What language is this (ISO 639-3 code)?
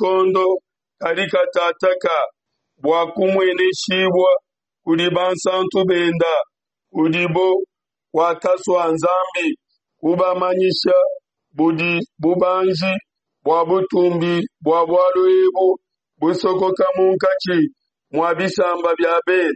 lua